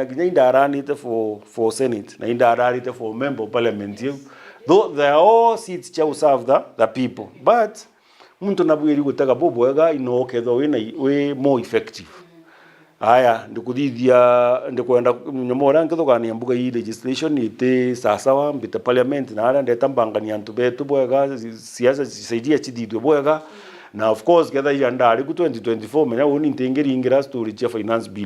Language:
Meru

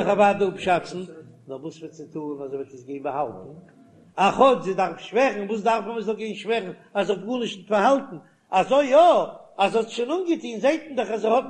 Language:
Yiddish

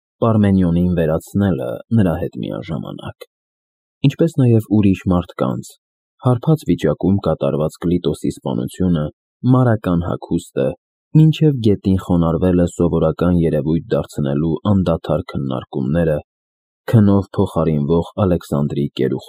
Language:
Armenian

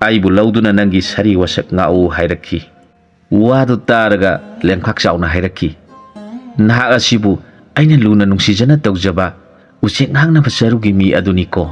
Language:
Manipuri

